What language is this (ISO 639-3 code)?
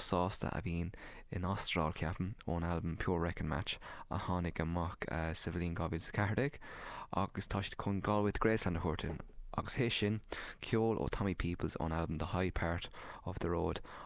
gle